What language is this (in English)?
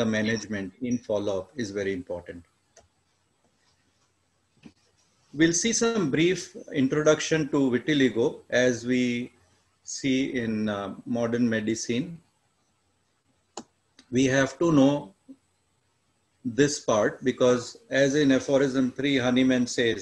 English